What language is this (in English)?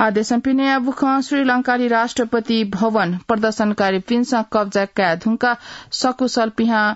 Newari